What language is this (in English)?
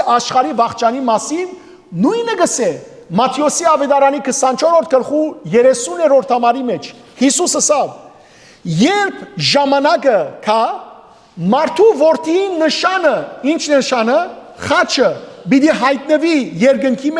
Western Armenian